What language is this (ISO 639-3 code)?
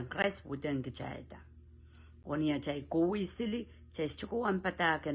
pon